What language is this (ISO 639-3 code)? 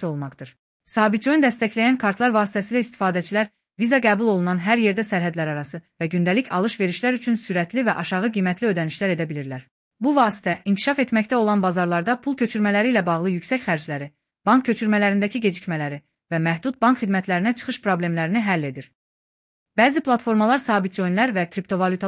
aze